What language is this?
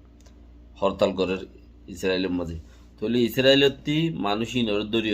Rohingya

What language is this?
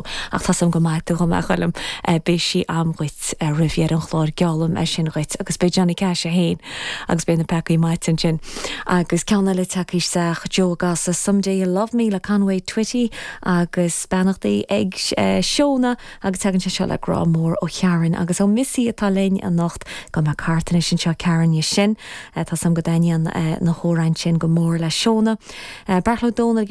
Irish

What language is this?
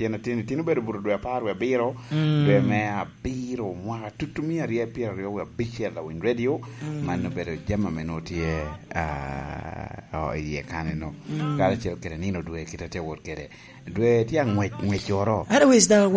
Lango (Uganda)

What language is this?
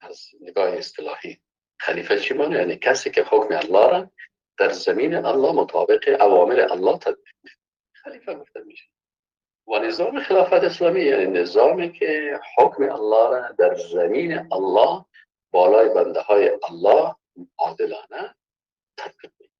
Persian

